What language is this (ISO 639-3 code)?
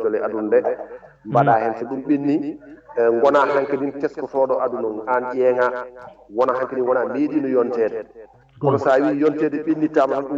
ful